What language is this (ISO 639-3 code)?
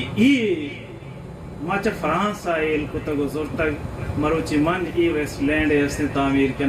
bal